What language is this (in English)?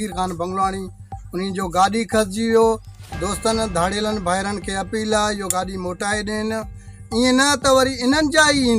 Sindhi